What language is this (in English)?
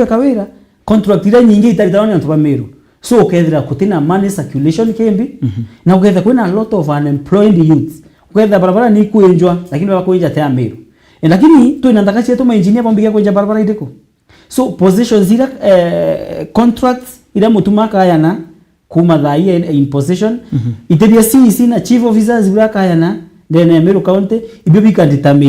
Meru